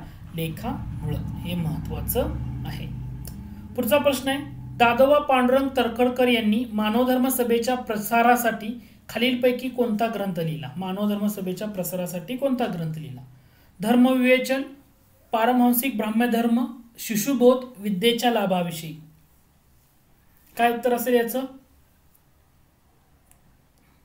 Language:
Marathi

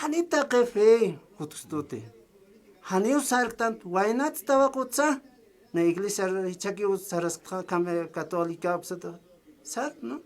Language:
Aymara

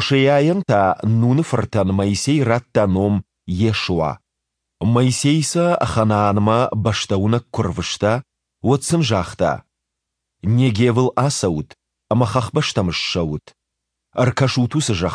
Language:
Ossetic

